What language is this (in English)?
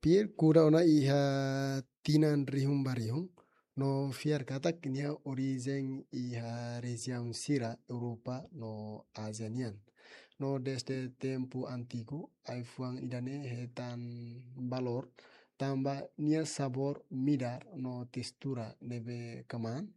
Tetum